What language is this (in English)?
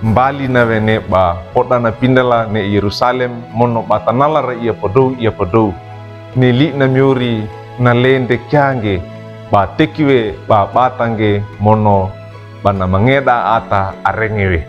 Wejewa